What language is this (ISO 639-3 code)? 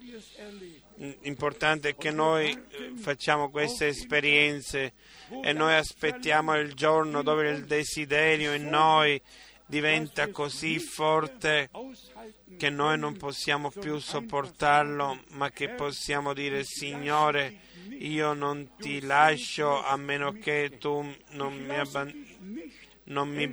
ita